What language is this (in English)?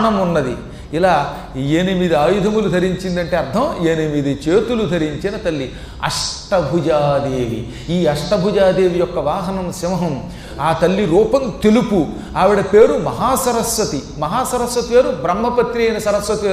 Telugu